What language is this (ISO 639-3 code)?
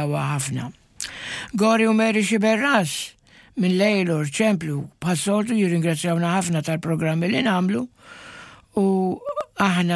mlt